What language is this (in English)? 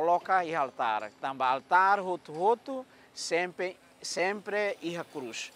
Tetum